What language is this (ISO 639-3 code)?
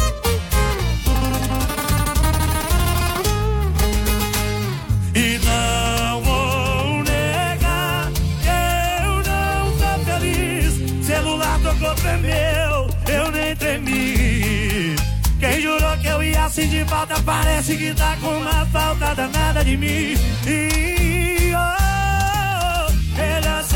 por